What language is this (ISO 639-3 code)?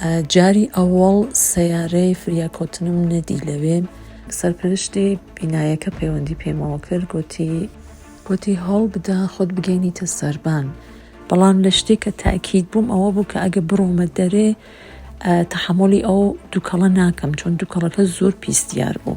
ckb